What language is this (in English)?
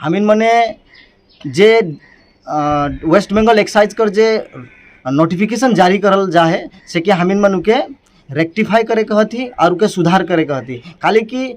Sadri